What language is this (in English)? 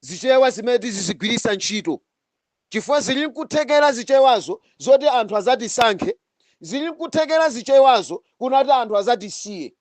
Nyanja